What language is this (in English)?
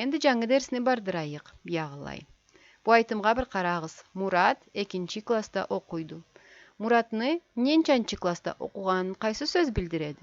Karachay-Balkar